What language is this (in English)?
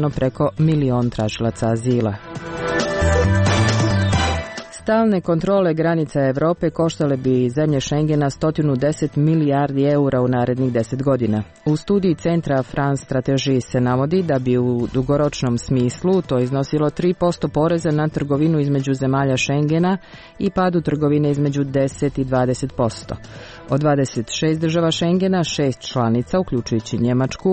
Croatian